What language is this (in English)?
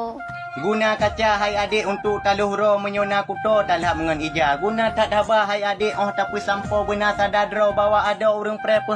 Achinese